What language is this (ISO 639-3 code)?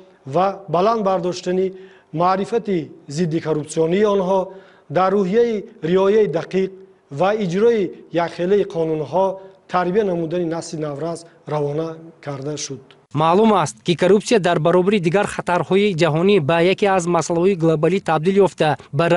tgk